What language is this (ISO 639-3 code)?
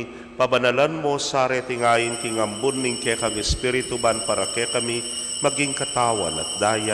pam